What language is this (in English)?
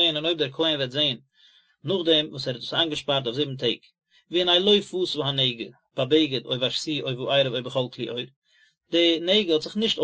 Yiddish